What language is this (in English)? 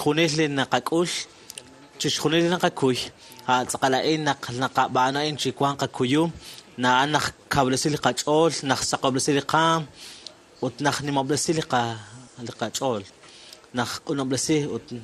Kekchí